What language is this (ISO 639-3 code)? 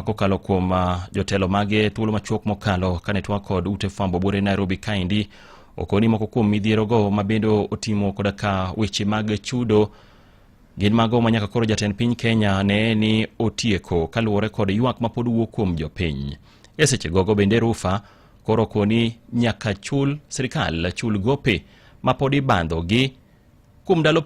luo